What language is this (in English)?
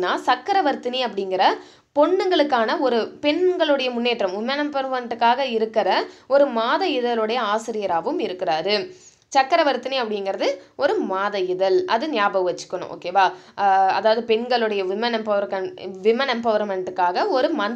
Tamil